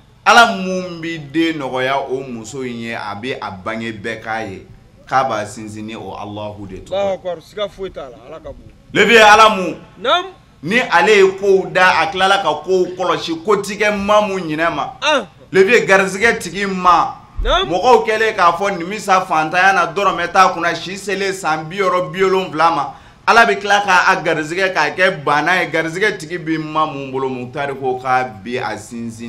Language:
Bambara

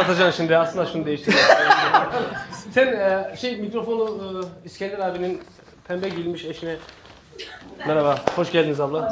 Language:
Turkish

